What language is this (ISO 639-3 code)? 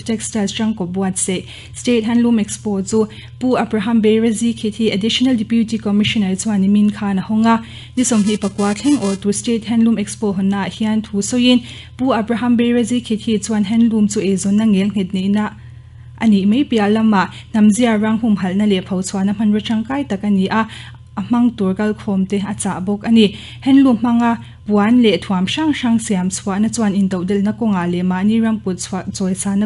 lus